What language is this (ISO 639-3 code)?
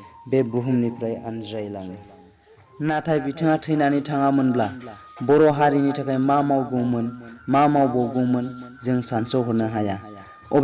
brx